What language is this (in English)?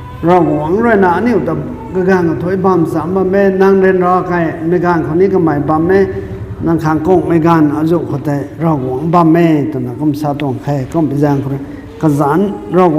Rongmei Naga